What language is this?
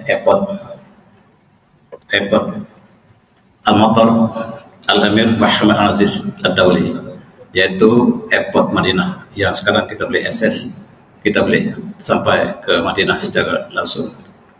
Malay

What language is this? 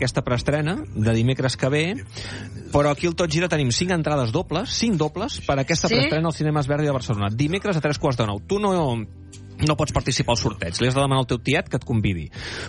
Catalan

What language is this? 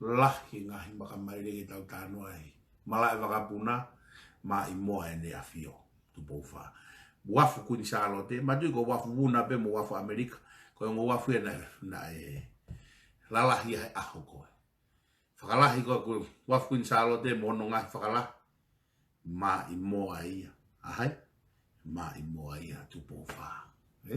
Tongan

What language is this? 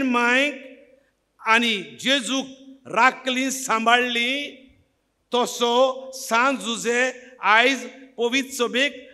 Konkani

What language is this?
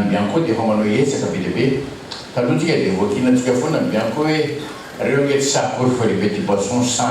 Malagasy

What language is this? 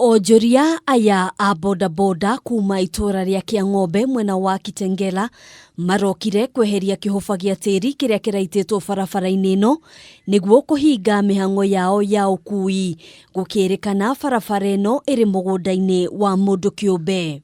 Kikuyu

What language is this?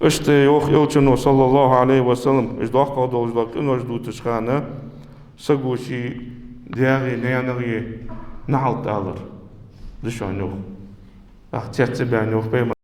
Ingush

